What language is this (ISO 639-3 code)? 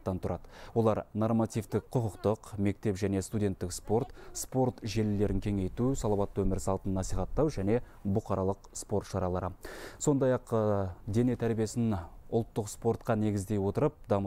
kaz